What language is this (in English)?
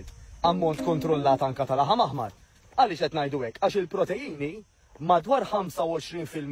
Maltese